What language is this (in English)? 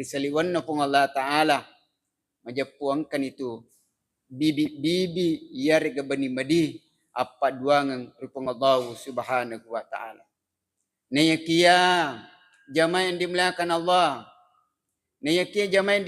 Buginese